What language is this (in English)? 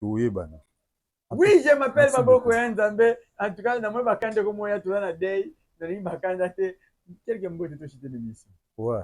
Lingala